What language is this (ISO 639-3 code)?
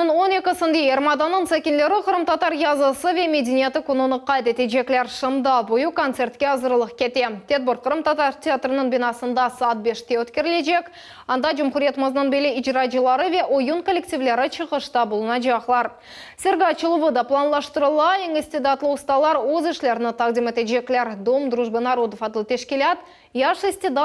crh